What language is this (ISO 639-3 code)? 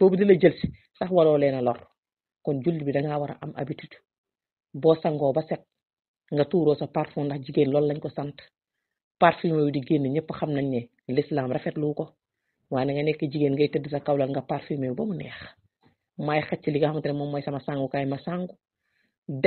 wol